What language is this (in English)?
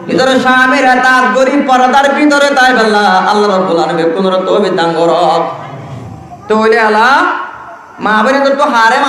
Rohingya